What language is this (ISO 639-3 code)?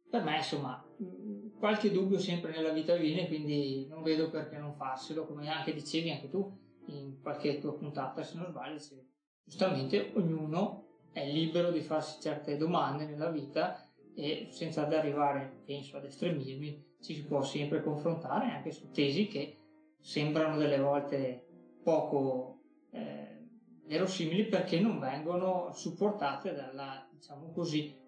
ita